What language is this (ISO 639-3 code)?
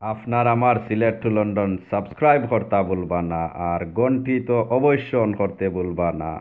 syl